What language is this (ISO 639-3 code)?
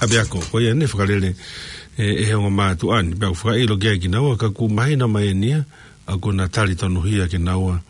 ton